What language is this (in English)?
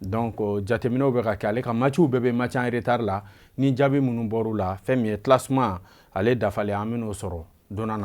Bambara